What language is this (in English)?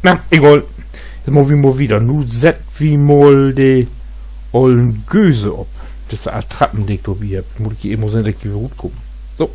Low German